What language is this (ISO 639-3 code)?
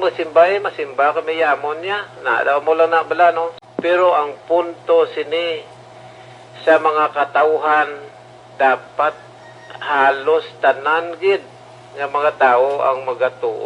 hil